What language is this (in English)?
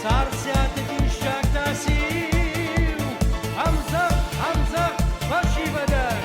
Ossetic